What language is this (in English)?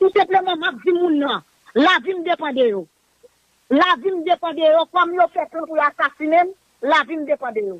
Haitian Creole